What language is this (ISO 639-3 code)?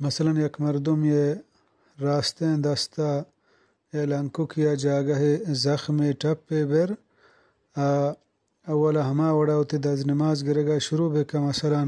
bgp